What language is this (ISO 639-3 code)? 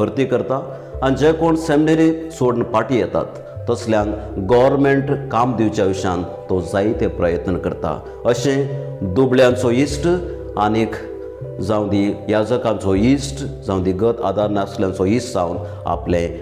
kok